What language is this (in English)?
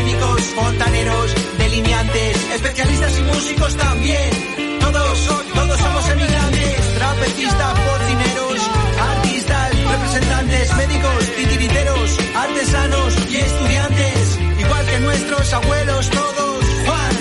Spanish